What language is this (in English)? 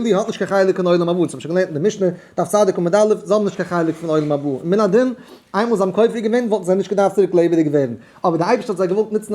Yiddish